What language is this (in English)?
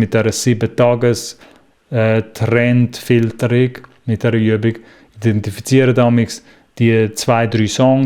Swiss German